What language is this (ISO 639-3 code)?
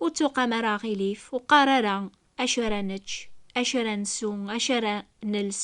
kab